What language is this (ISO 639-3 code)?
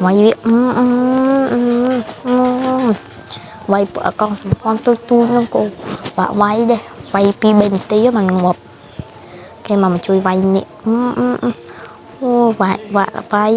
khm